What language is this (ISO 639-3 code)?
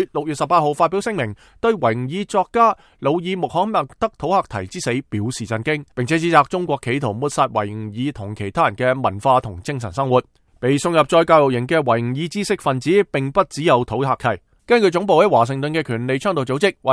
yue